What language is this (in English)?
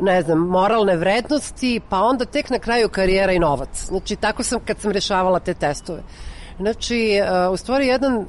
Serbian